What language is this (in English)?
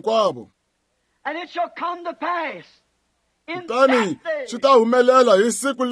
Tsonga